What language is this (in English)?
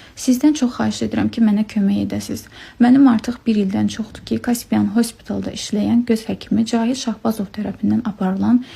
Azerbaijani